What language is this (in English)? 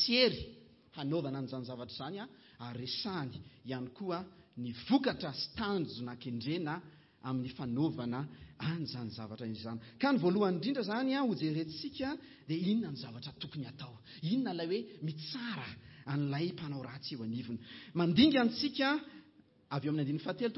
Malagasy